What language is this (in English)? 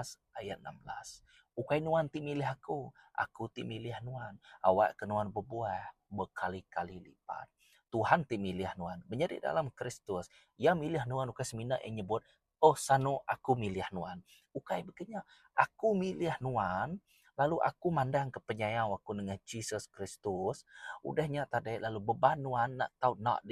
Iban